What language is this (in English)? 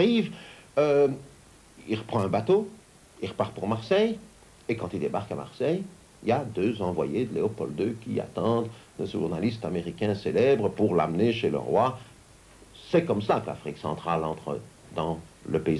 French